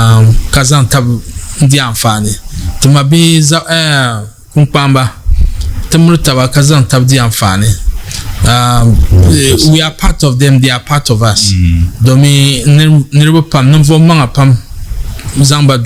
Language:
Dagbani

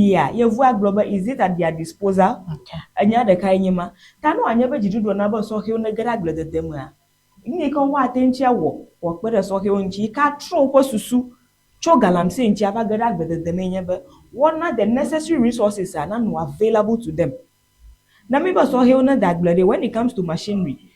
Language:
Ewe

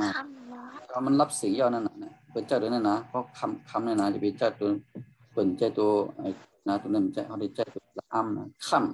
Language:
Shan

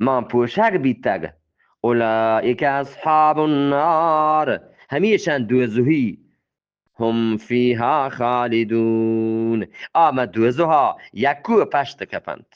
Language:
Eastern Balochi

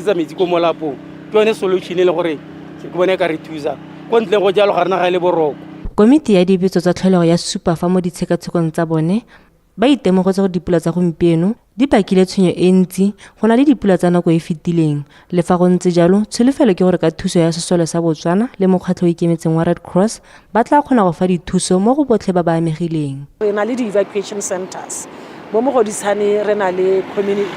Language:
Tswana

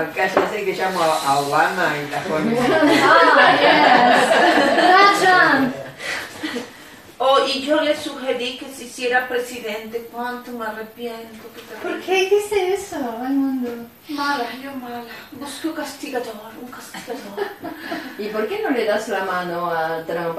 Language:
Spanish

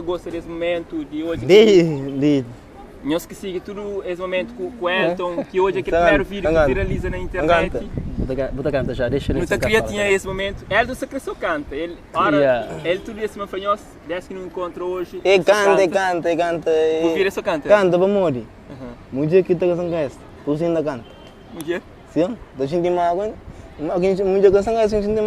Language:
Kabuverdianu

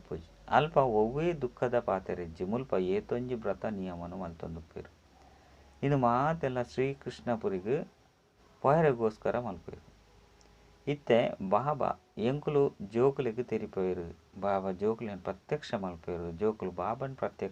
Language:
Tulu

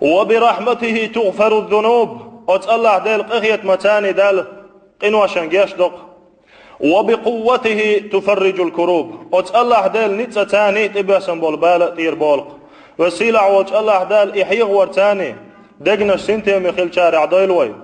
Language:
Chechen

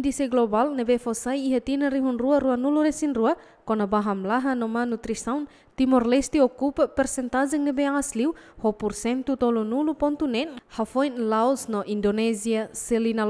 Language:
Tetum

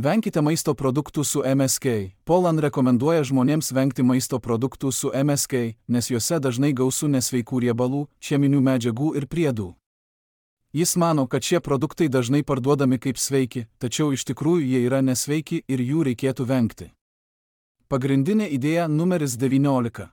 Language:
Lithuanian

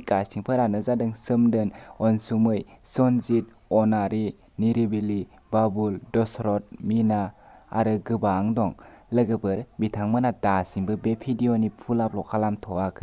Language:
Bodo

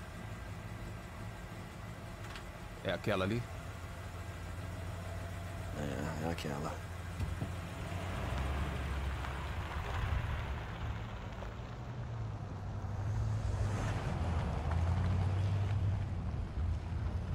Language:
Portuguese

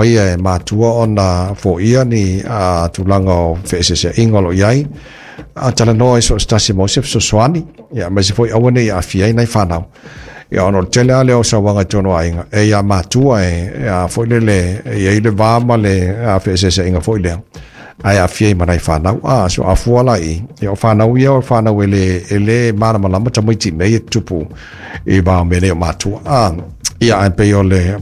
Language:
Samoan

